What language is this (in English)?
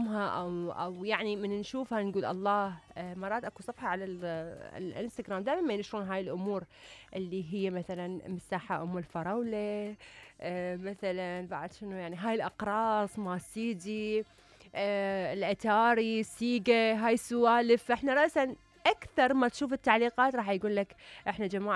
Mesopotamian Arabic